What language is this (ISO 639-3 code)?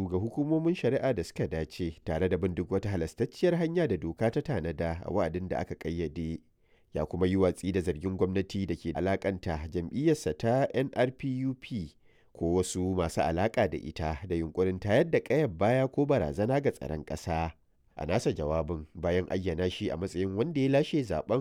hau